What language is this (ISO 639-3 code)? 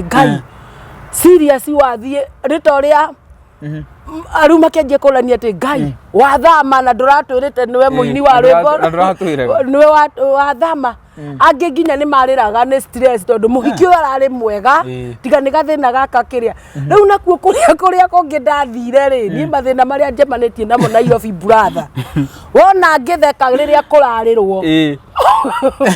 kik